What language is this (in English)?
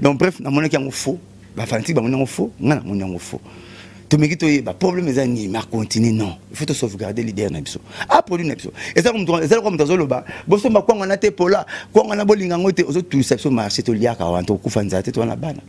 Lingala